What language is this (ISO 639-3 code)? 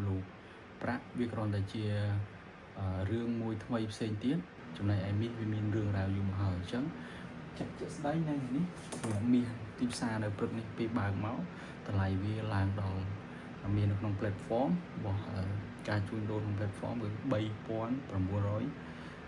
khm